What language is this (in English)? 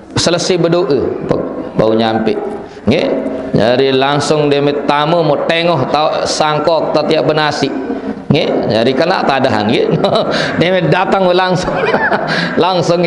Sasak